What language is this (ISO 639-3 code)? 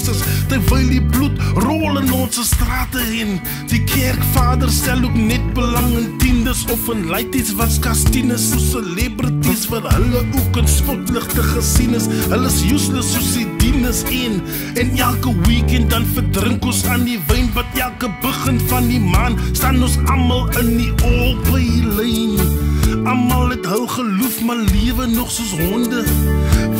afr